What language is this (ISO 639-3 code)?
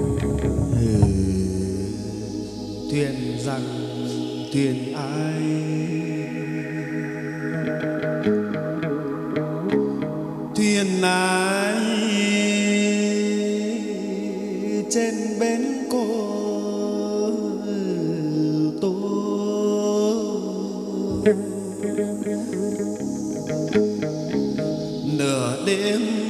vie